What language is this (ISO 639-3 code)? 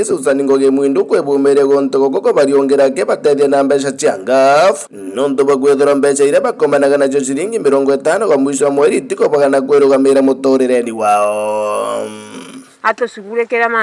mer